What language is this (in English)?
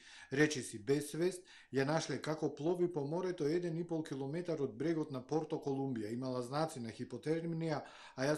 Macedonian